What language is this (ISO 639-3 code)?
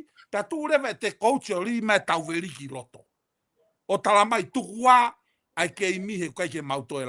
ton